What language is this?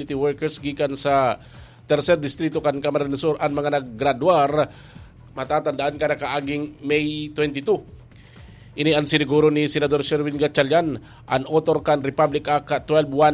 Bikol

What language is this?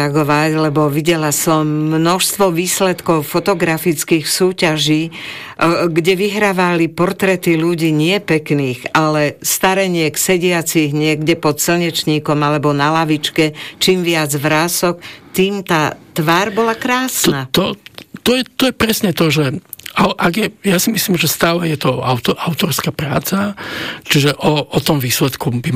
Slovak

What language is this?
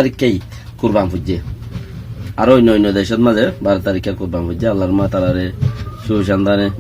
Rohingya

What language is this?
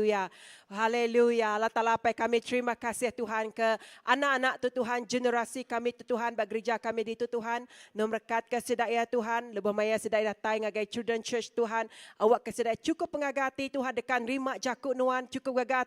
Iban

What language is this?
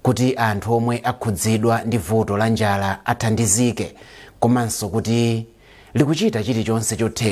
Nyanja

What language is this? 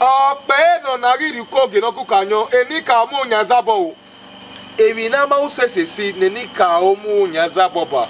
Bini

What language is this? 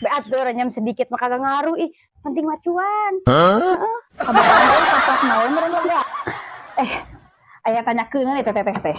Sundanese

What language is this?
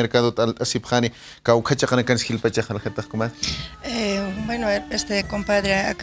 Aymara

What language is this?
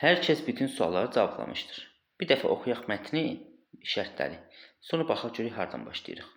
Azerbaijani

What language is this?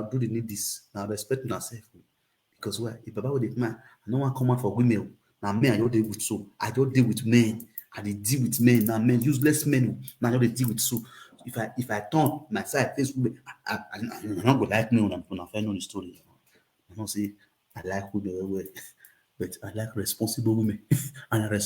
Nigerian Pidgin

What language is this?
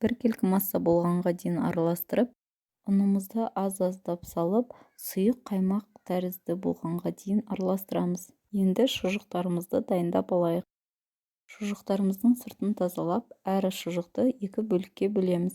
Kazakh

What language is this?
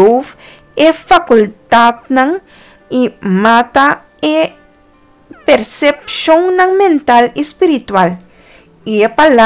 Papiamento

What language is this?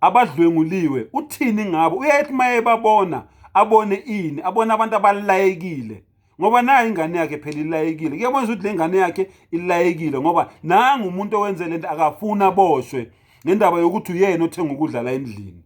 Zulu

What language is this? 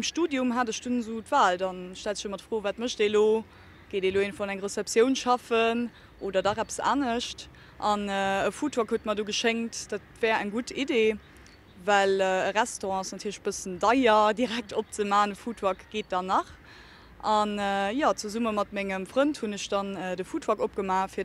Luxembourgish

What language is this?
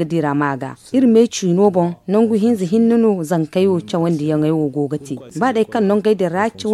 Zarma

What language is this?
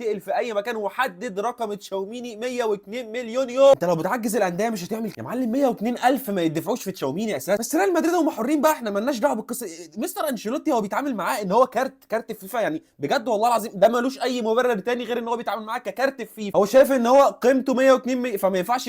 Egyptian Arabic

